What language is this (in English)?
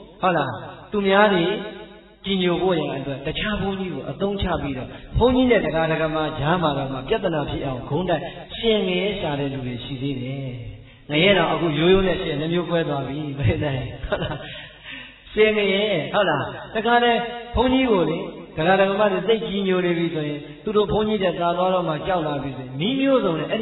Burmese